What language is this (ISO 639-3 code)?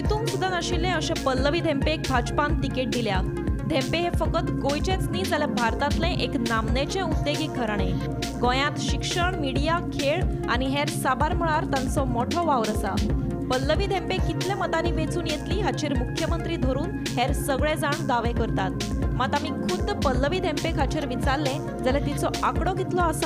kok